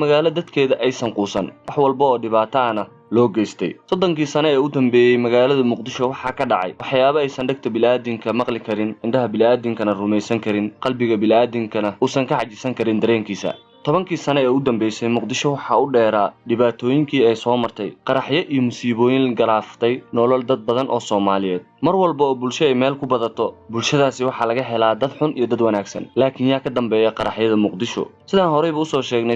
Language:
Somali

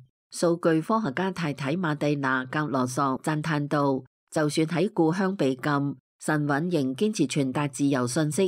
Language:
Cantonese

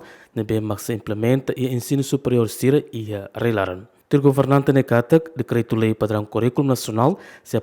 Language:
Tetum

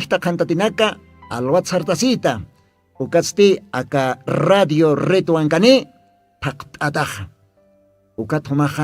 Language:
Aymara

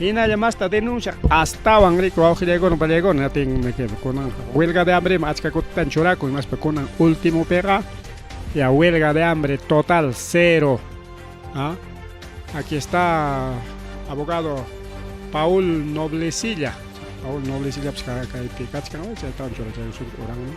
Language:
Ayacucho Quechua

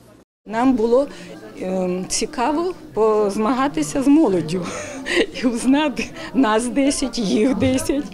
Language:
Ukrainian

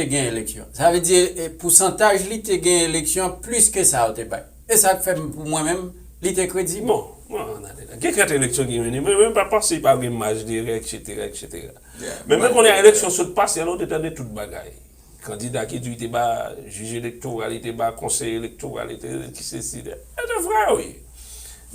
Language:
Haitian Creole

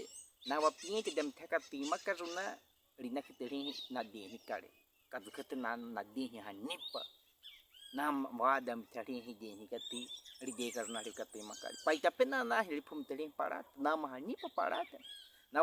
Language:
Baniwa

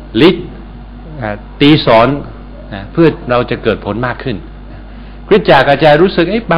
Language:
Thai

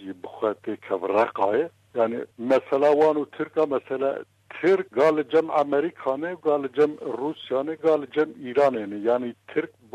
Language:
Kurdish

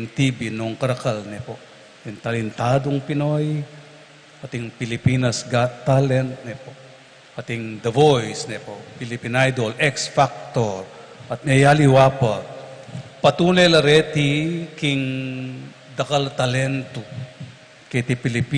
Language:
Pampanga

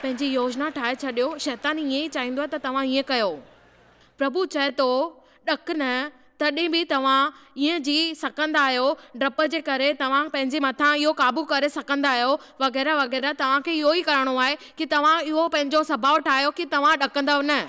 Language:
Sindhi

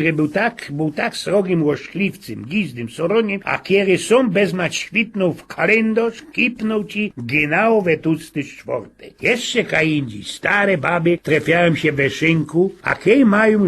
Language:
Silesian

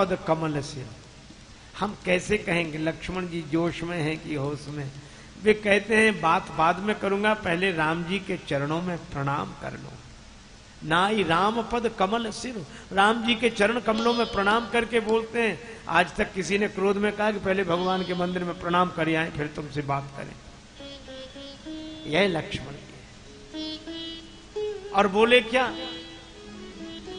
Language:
Hindi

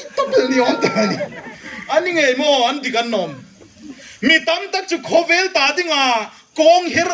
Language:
Hmar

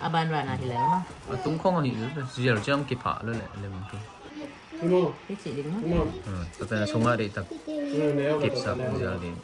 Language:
Tedim Chin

